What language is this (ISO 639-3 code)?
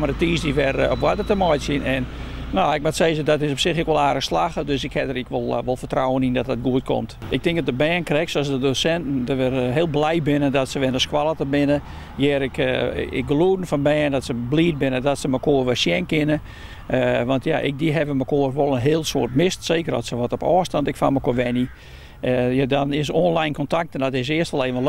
fry